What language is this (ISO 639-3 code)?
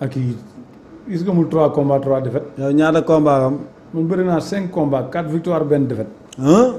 wol